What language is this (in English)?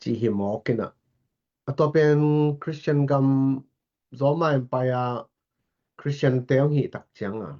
Tedim Chin